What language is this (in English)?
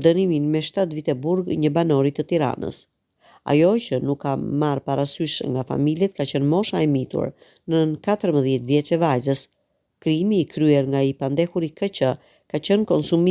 Albanian